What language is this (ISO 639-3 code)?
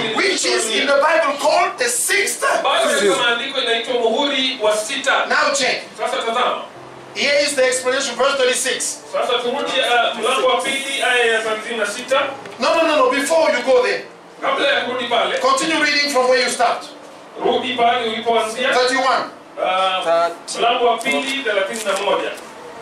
swa